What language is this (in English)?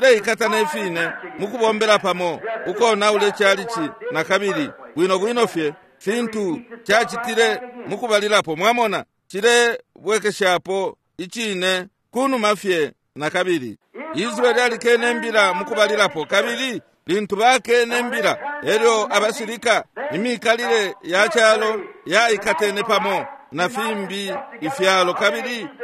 Bemba